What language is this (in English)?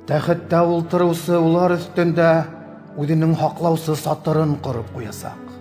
Bashkir